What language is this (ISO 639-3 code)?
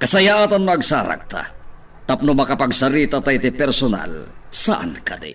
ilo